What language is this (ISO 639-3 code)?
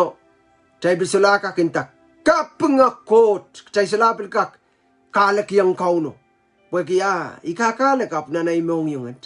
pon